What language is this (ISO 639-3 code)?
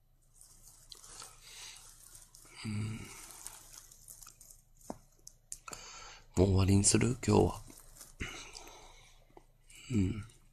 jpn